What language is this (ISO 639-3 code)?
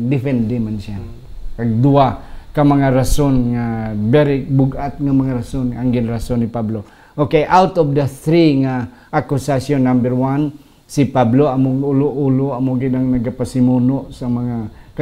hil